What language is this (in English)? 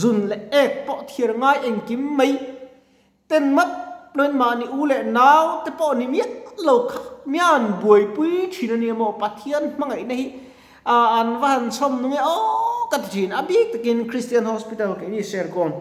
Mizo